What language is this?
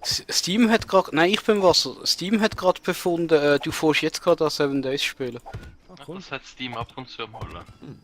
Swiss German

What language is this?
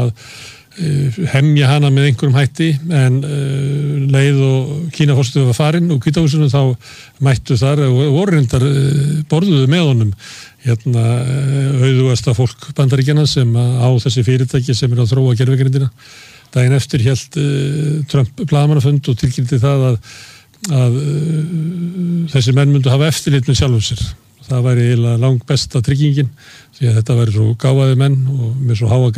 Icelandic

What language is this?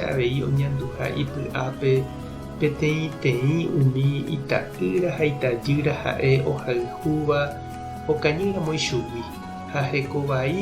Guarani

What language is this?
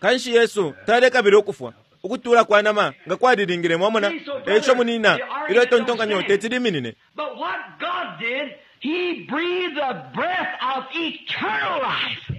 Bemba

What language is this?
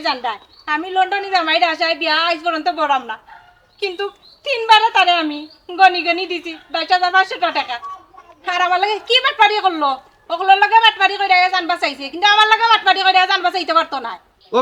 Sylheti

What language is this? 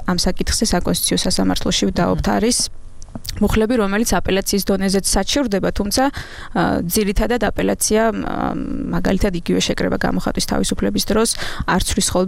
Georgian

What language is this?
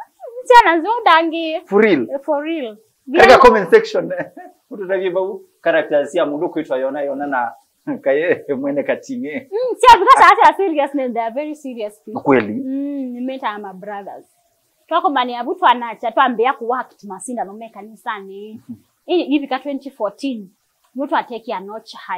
Kamba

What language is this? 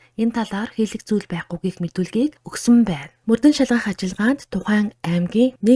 Mongolian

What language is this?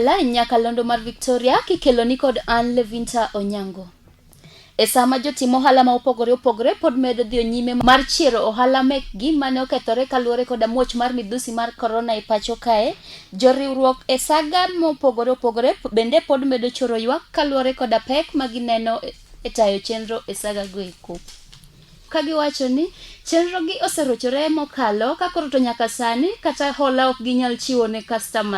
Luo (Kenya and Tanzania)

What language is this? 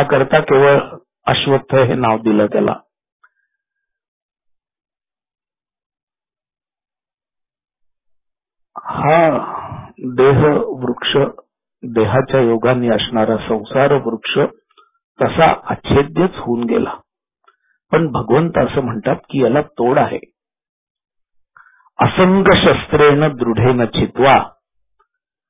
Marathi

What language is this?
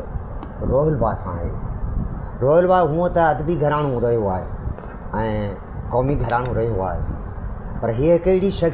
Sindhi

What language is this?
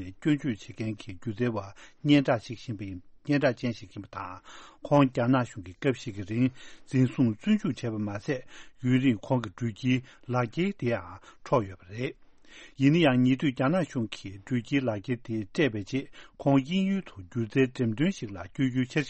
Tibetan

